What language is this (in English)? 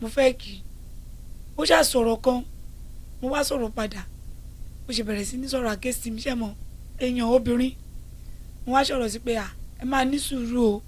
Yoruba